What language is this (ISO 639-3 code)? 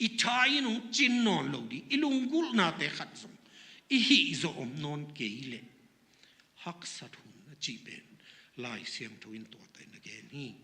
ctd